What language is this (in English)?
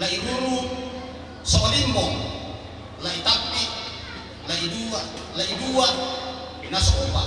Toraja-Sa'dan